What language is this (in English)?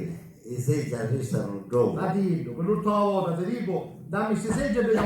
Sicilian